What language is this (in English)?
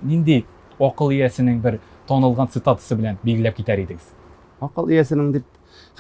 Tatar